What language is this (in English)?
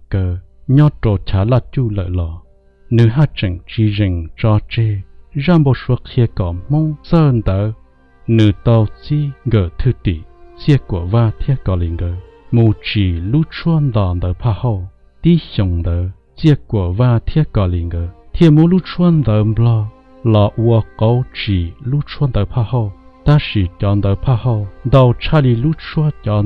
Hmong